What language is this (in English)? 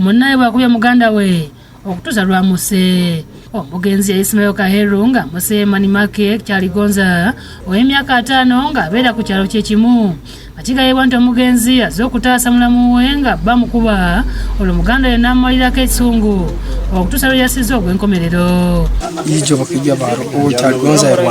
Ganda